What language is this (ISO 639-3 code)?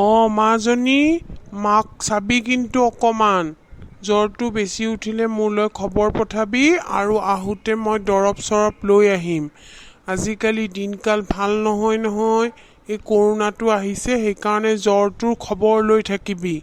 asm